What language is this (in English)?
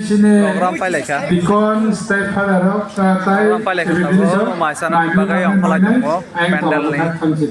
Kok Borok